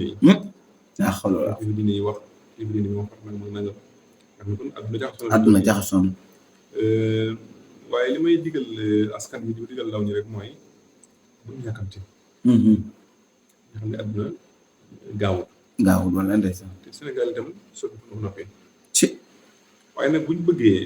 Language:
Wolof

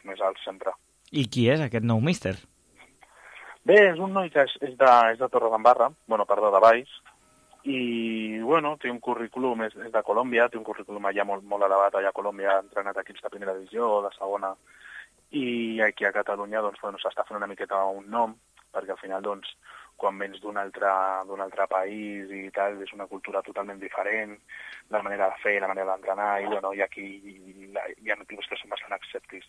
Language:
Catalan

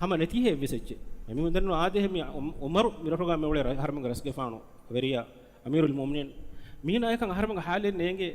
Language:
Divehi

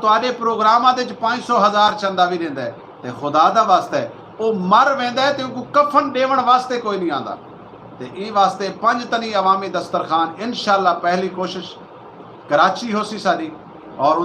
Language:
Saraiki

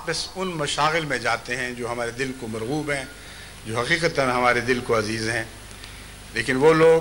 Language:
Urdu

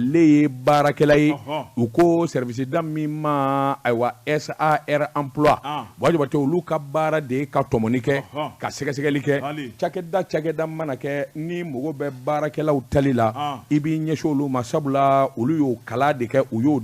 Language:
Bambara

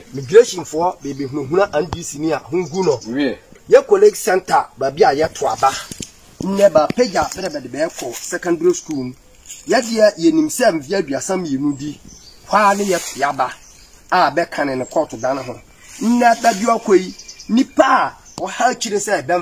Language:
Akan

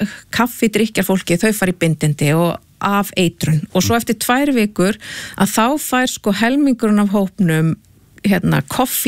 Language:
Icelandic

